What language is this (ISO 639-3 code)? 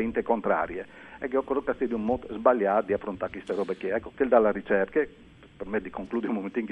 fur